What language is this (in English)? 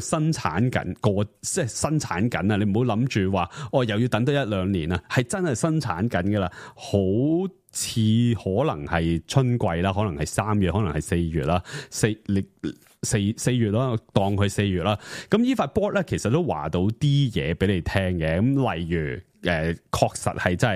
Cantonese